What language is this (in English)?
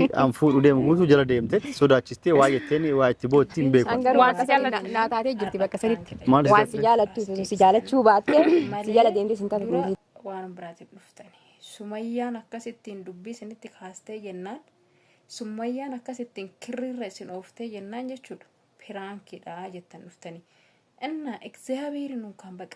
Oromo